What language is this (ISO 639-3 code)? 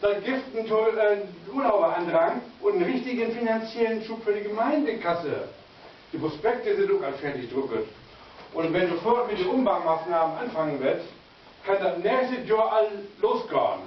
nds